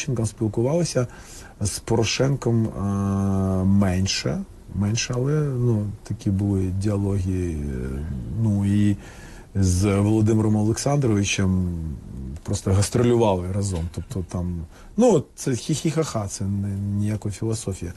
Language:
Ukrainian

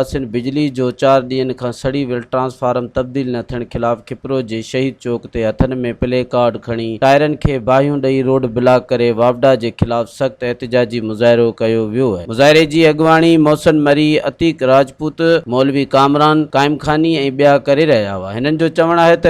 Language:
Sindhi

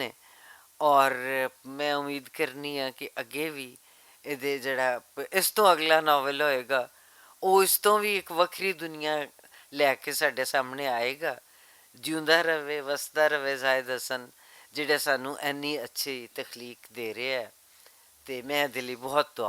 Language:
Western Panjabi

